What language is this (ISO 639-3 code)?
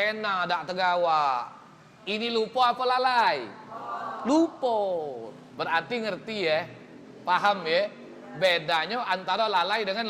mui